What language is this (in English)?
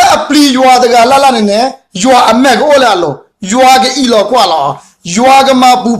S'gaw Karen